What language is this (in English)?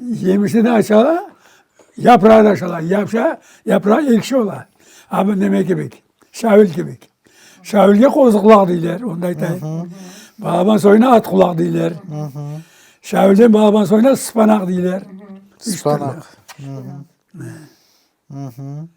Crimean Tatar